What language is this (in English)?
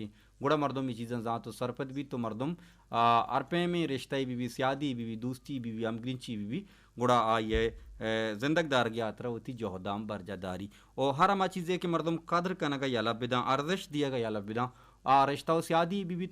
Baluchi